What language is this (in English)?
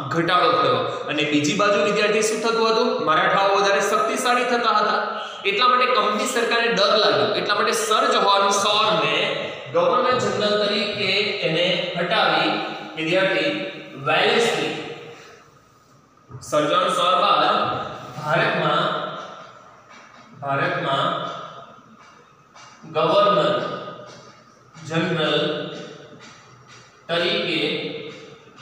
Gujarati